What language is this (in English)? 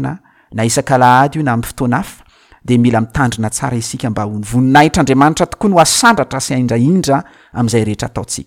Malagasy